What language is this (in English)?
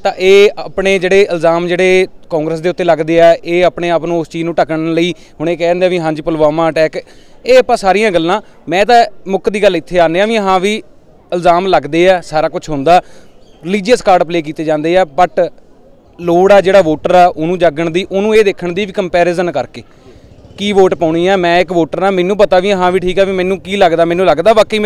Punjabi